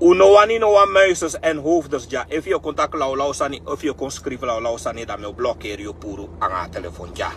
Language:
Sranan Tongo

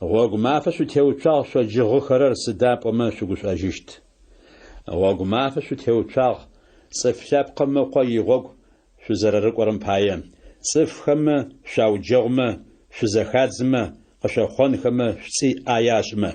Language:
Adyghe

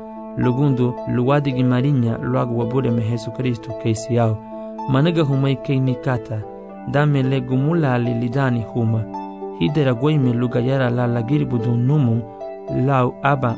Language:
Garifuna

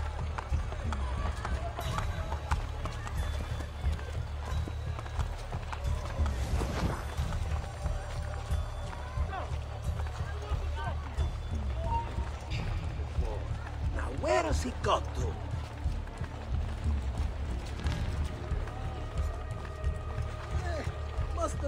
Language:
English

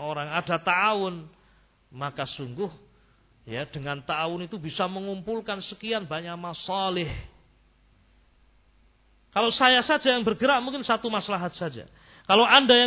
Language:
Indonesian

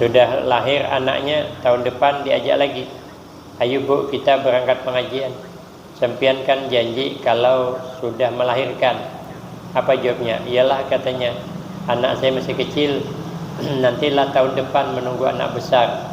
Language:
Banjar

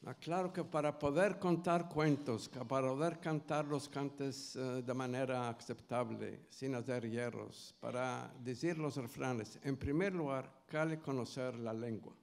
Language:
Ladino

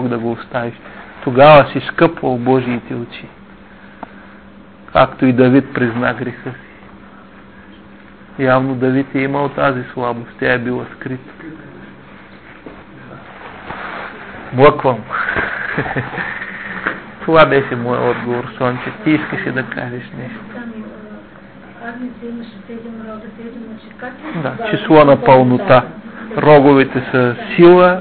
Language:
Bulgarian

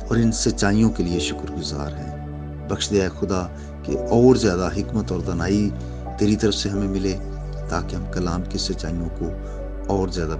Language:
Urdu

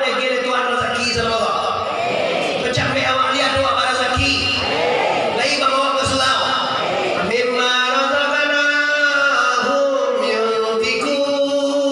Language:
Minangkabau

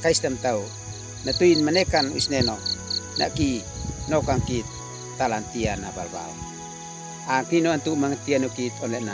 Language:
Uab Meto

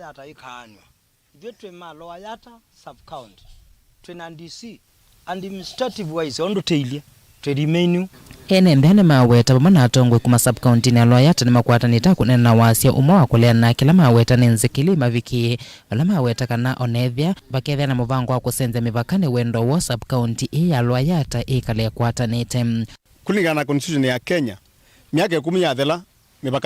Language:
Kamba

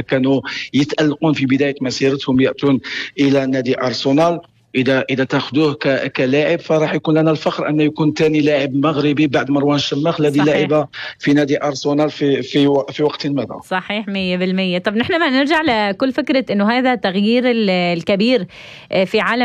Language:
North Levantine Arabic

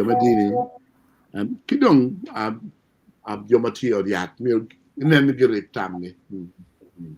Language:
Acoli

